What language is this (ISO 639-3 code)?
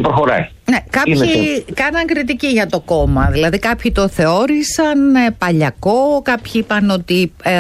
ell